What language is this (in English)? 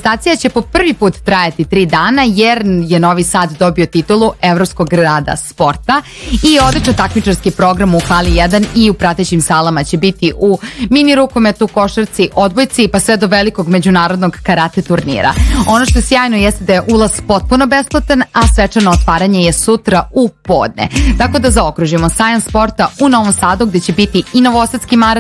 Serbian